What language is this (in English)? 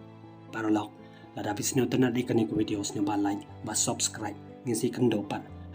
Khasi